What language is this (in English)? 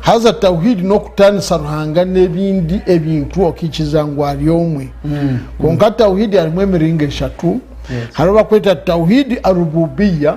Nyankole